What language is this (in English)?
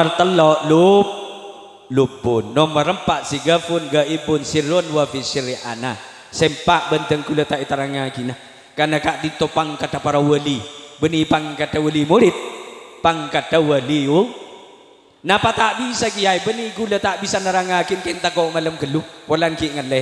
Madurese